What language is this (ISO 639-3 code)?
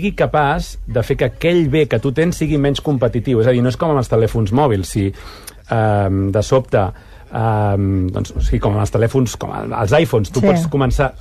cat